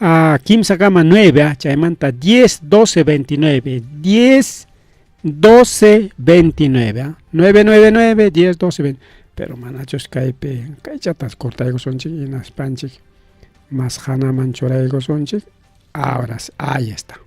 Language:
Ayacucho Quechua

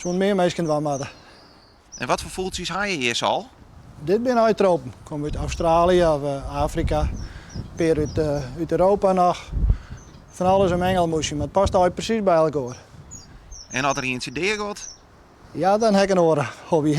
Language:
Western Frisian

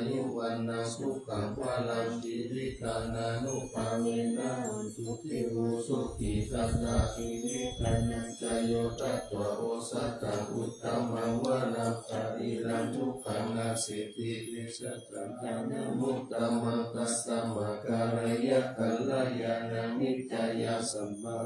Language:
Pali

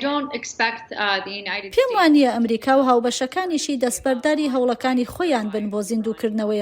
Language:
Central Kurdish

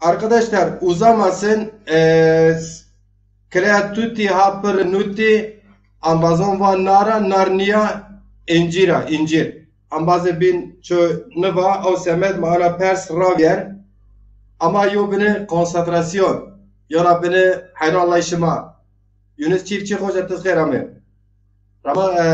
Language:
Zaza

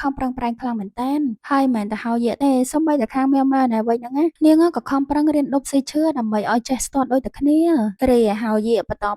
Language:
Khmer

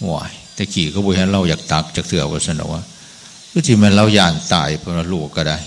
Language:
Northeastern Thai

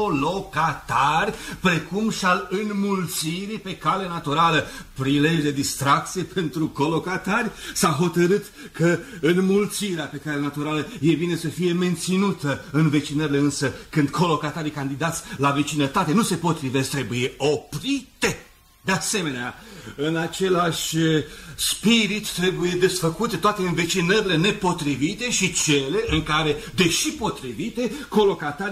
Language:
Romanian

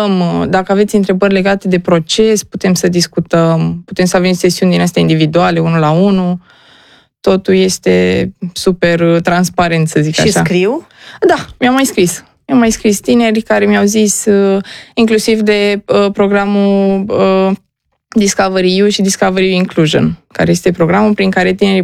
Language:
Romanian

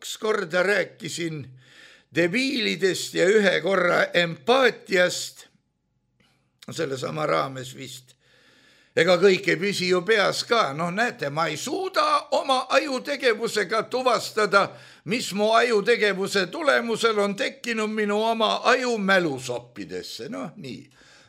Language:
Estonian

